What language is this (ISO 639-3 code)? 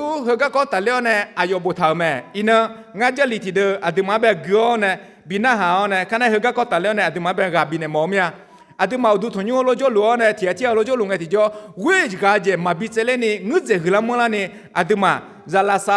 ahk